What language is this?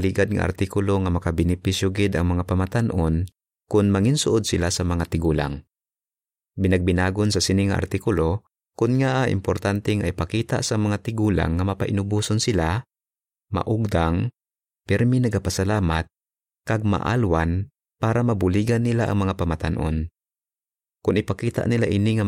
Hiligaynon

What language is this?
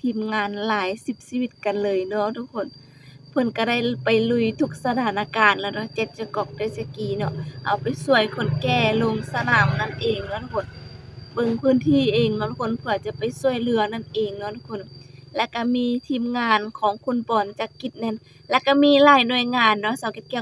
Lao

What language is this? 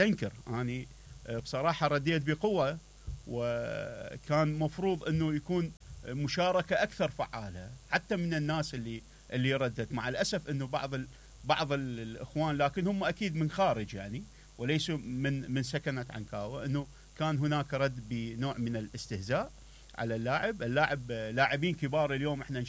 Mesopotamian Arabic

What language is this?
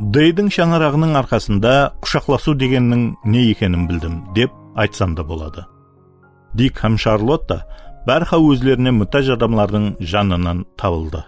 Kara-Kalpak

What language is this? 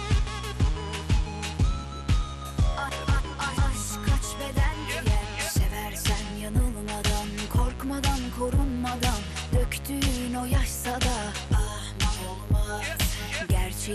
Turkish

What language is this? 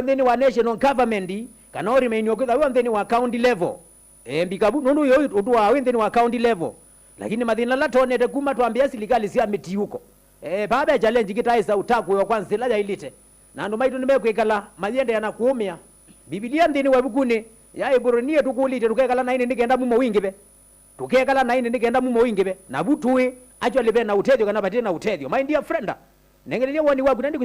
Kamba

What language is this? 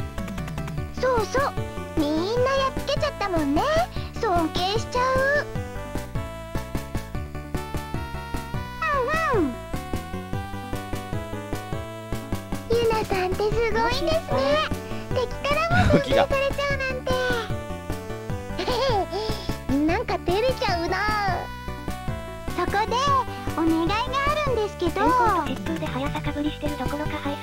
Japanese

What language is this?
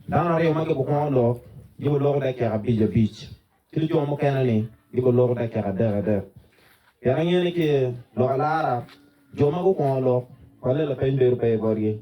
Acoli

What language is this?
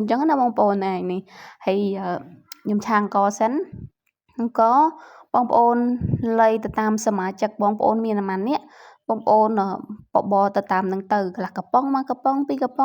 Khmer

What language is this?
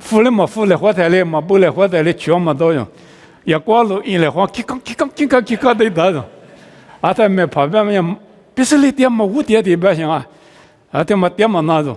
Lisu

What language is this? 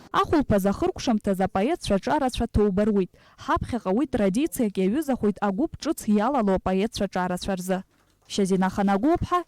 Abkhazian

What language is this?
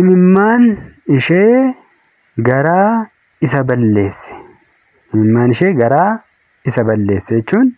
Oromo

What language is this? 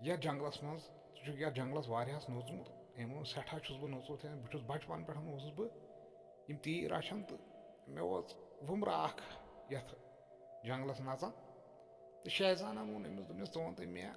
Kashmiri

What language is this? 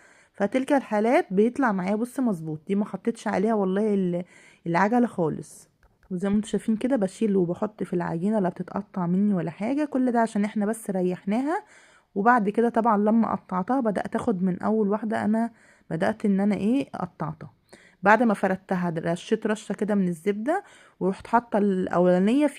Egyptian Arabic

